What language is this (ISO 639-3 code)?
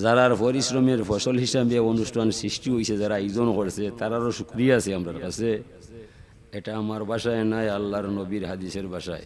syl